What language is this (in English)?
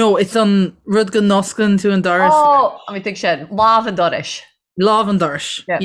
Irish